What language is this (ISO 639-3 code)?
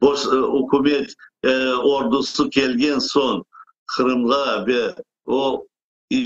crh